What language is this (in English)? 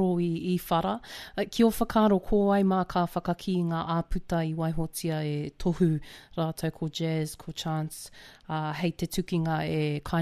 Māori